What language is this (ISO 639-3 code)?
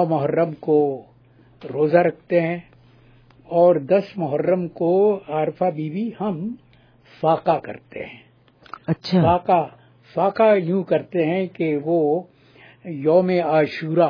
urd